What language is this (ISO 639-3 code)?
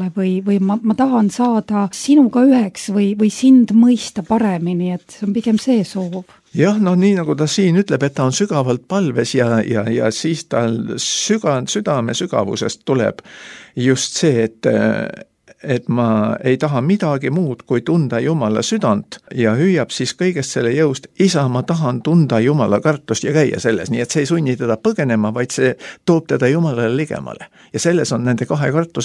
est